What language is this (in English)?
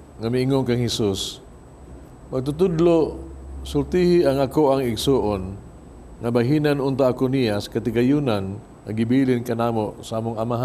Cebuano